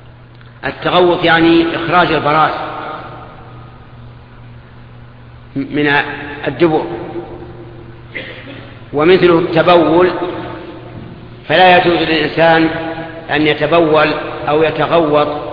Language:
Arabic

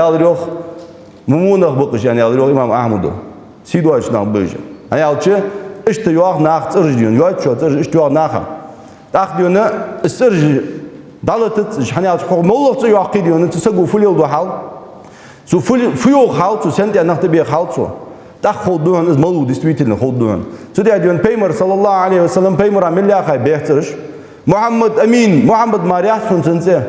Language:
Ingush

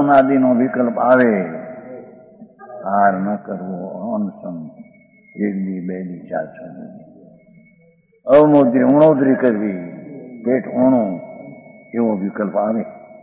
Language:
Gujarati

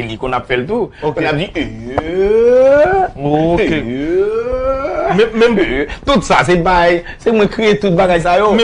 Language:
Haitian Creole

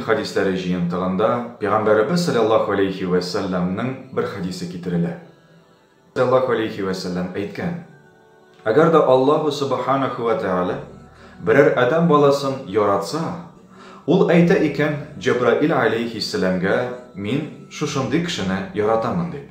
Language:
Tatar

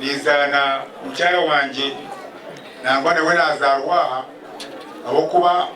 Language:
Nyankole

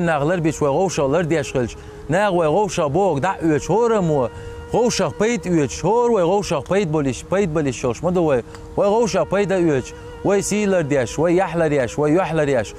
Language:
Chechen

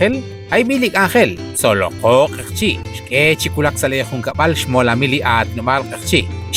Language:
Kekchí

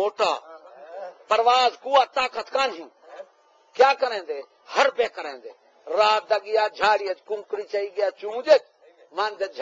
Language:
Saraiki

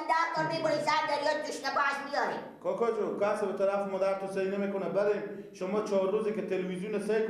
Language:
Persian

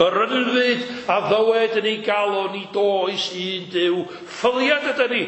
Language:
Welsh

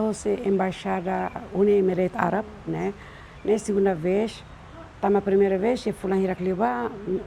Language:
Tetum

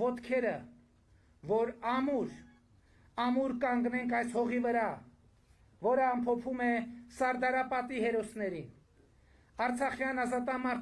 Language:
Armenian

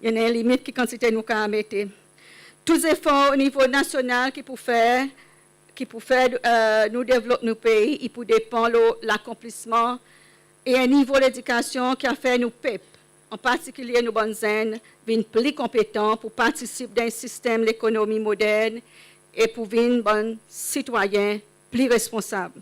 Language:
Seselwa Creole French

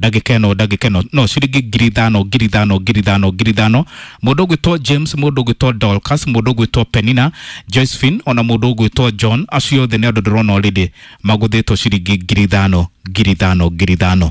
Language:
Kikuyu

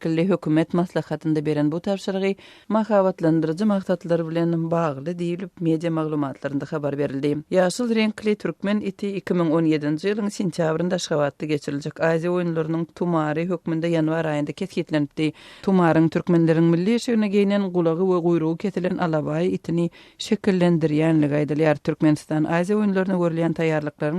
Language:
Turkmen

